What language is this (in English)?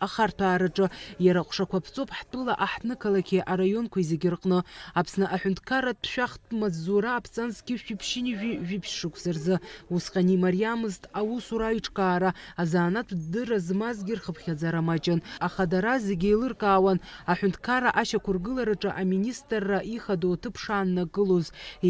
Abkhazian